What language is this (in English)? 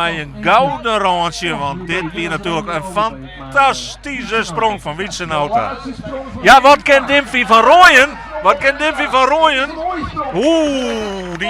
Western Frisian